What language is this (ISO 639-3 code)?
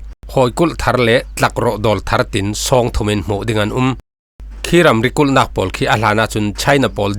cfm